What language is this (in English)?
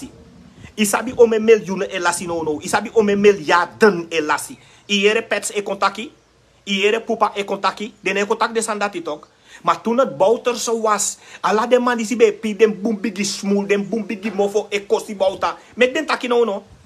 Sranan Tongo